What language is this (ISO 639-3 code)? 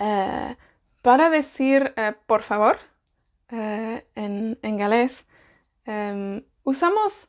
cym